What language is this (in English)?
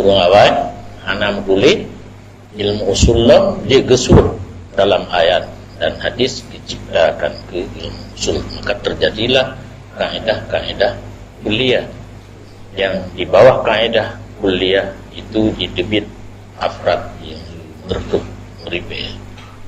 Achinese